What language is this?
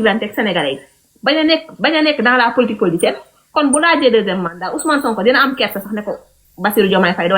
Wolof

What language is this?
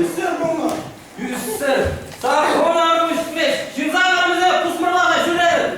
Chuvash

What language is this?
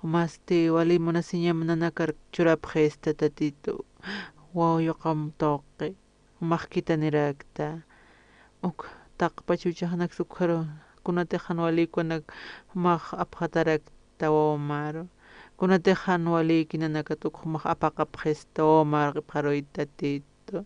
Aymara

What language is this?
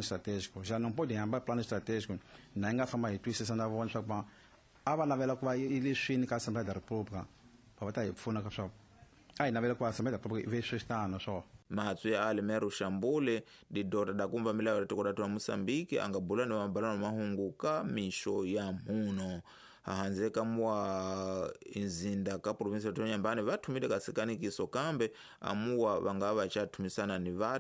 Tsonga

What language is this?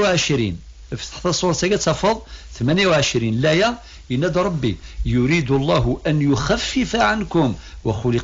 Kabyle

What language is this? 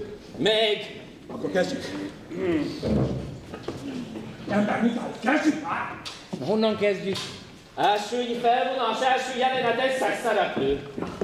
Hungarian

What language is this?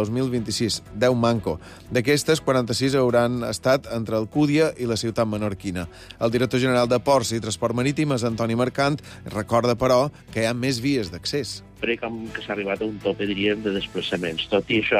Catalan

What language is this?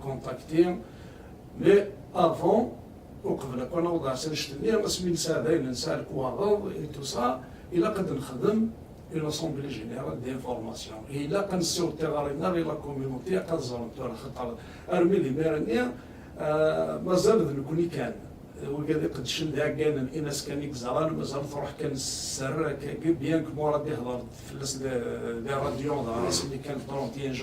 Kabyle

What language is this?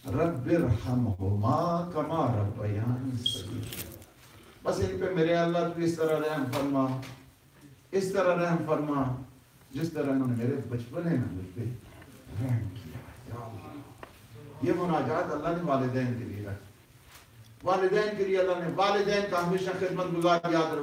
Urdu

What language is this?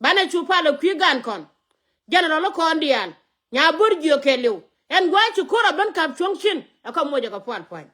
Nuer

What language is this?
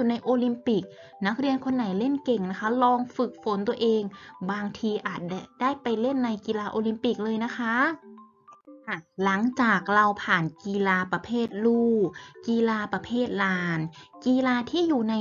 Thai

